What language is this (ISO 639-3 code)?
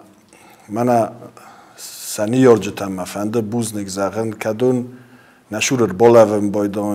oss